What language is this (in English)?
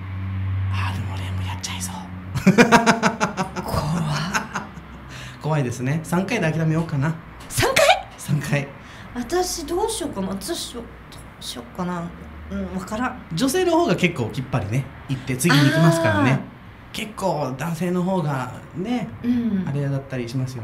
Japanese